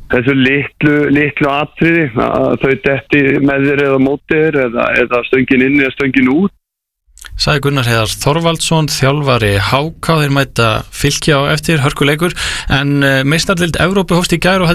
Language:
Icelandic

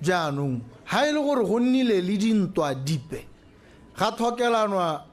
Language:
Tswana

